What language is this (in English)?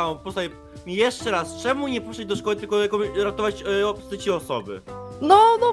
Polish